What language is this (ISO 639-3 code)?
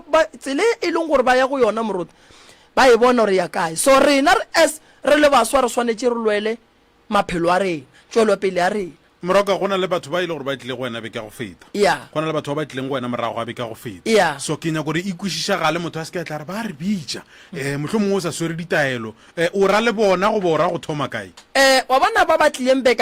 nso